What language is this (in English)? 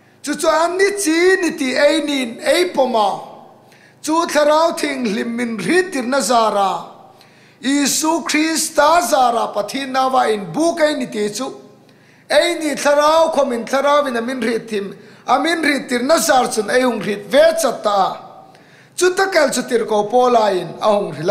Hmar